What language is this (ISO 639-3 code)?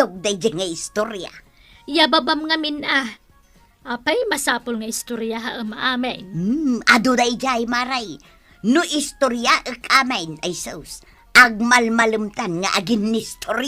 ilo